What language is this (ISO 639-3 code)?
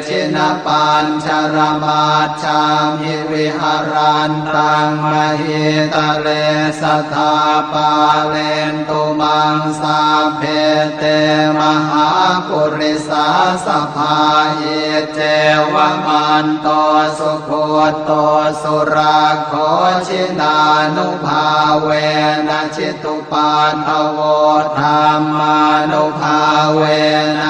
pli